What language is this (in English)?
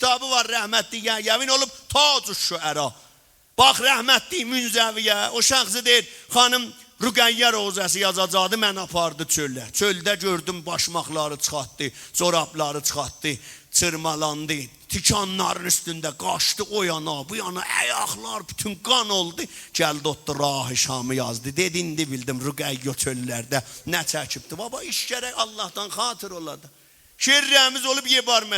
South Azerbaijani